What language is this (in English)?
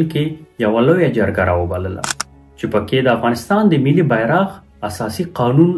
Pashto